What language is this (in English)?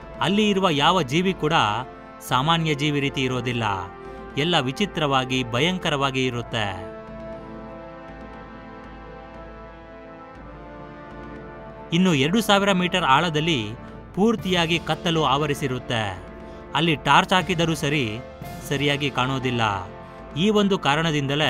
Kannada